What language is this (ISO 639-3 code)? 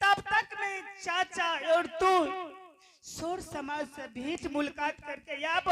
anp